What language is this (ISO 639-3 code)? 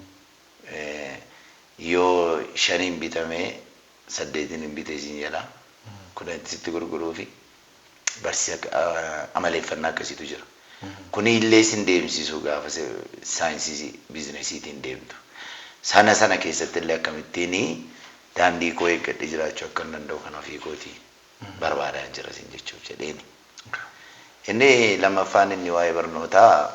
orm